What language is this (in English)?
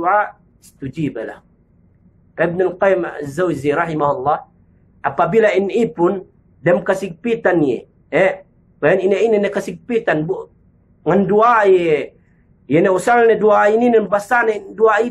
Yakan